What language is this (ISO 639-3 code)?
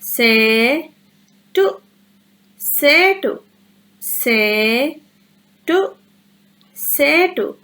div